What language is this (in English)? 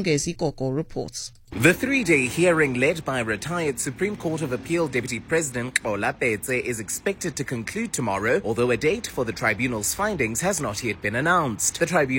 English